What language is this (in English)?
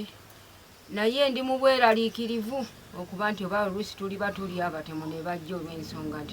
Ganda